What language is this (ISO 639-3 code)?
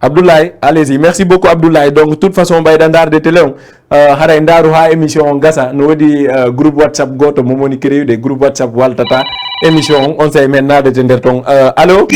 ful